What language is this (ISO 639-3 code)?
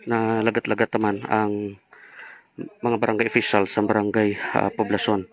hil